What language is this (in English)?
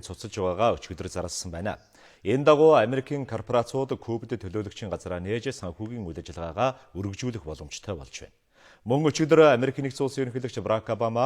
Mongolian